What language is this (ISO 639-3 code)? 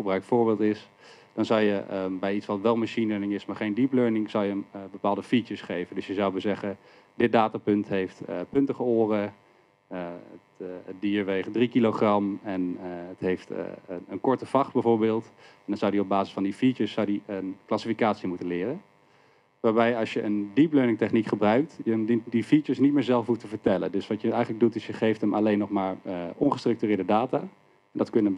nld